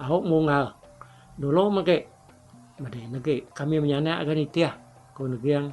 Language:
Iban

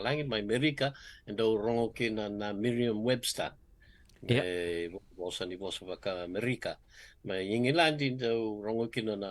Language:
Fijian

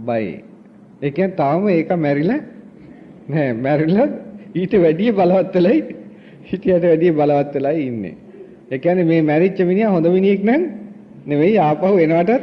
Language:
Sinhala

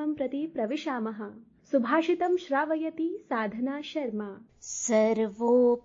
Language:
Sanskrit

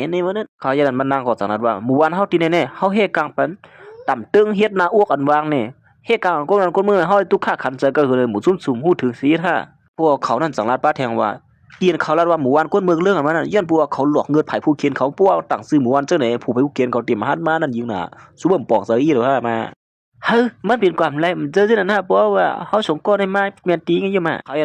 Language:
Shan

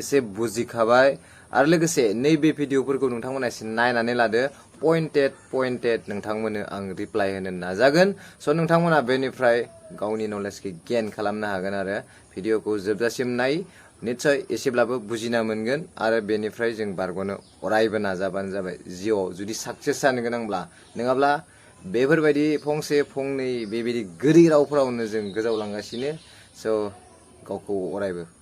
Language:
Bodo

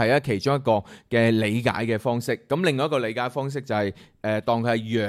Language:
Cantonese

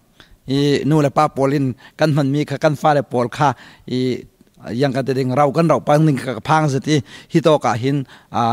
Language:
Thai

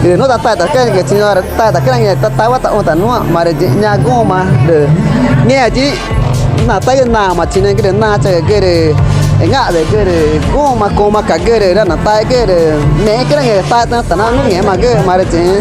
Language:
Ticuna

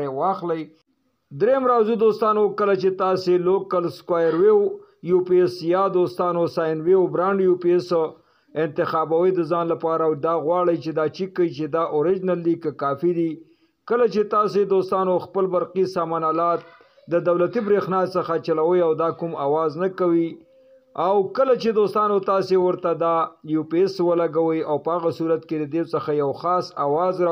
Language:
Pashto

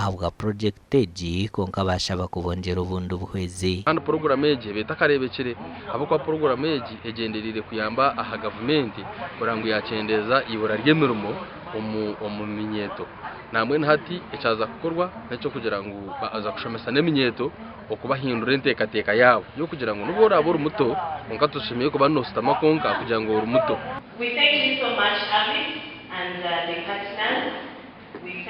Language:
Nyankole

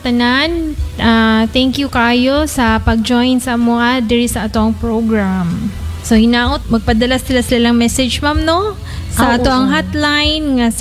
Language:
Cebuano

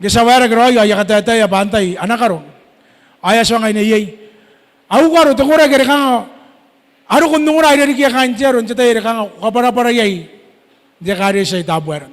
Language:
Gilbertese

